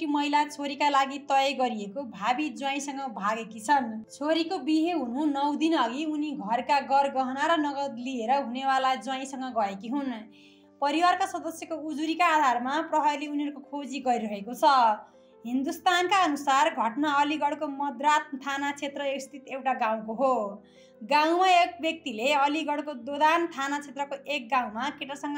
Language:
Nepali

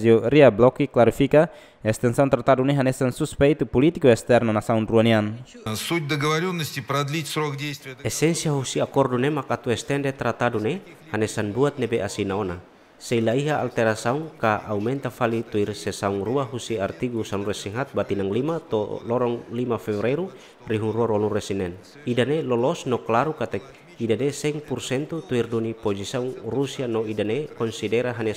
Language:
Tetum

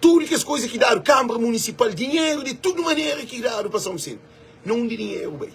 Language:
Kabuverdianu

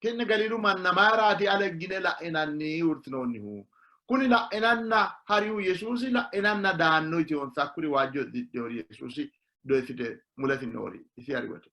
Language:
Sidamo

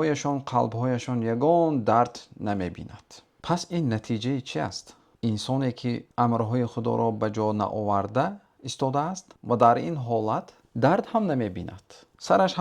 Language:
Tajik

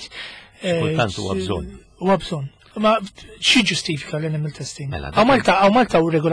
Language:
Maltese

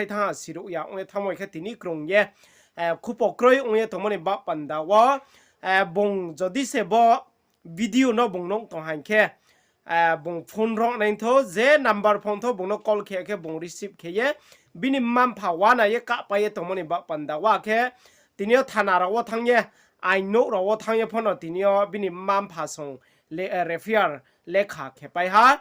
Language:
Riang (India)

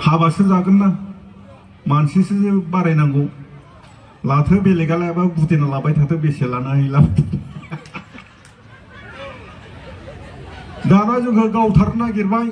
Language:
Bodo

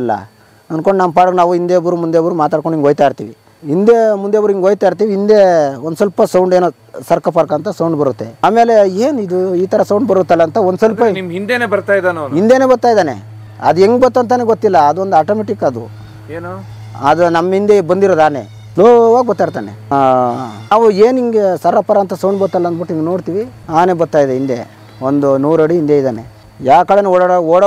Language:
Kannada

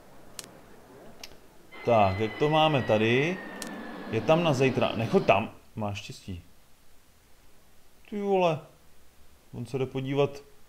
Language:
Czech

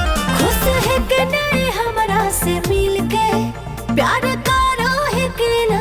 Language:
Magahi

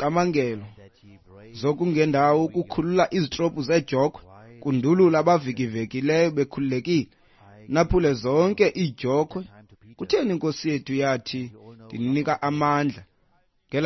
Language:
Xhosa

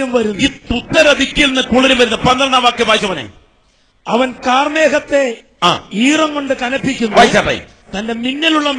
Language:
Malayalam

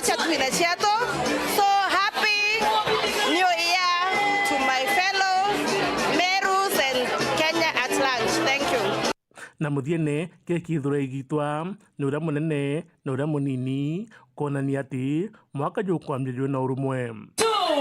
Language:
Meru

